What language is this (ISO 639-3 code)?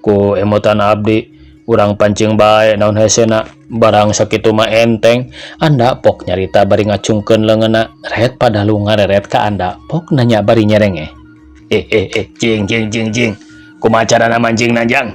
sun